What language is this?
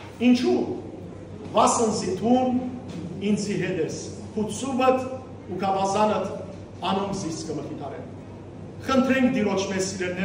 Western Armenian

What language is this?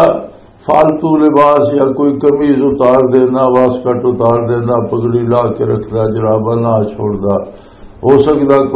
Western Panjabi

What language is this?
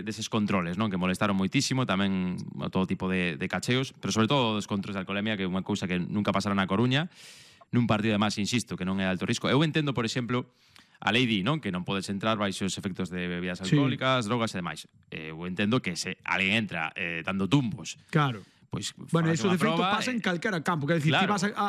Galician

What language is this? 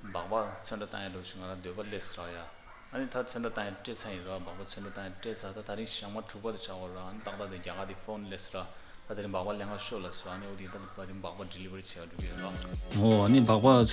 Tibetan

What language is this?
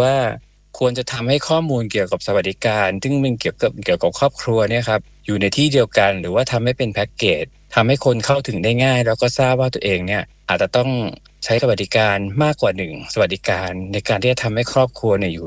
Thai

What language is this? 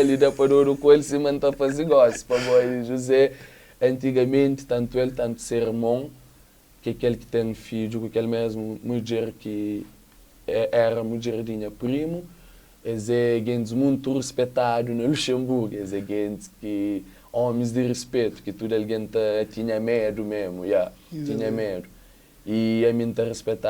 Kabuverdianu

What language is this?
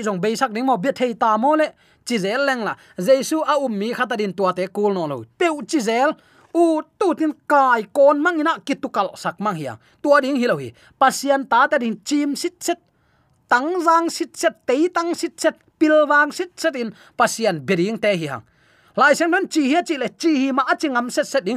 Tedim Chin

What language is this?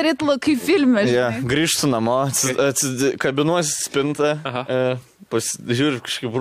Lithuanian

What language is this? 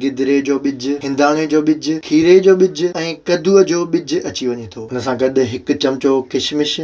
Sindhi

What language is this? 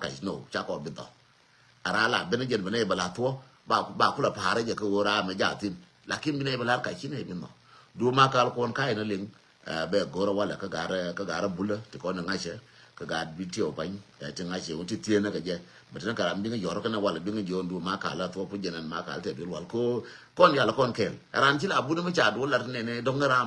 Nuer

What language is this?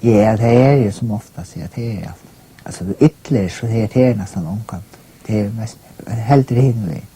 Faroese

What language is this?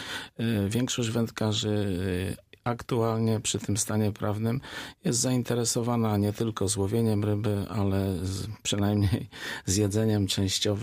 Polish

